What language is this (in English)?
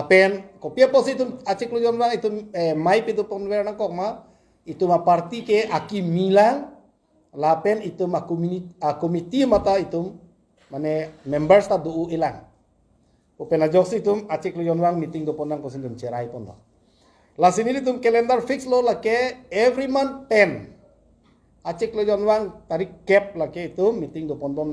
Karbi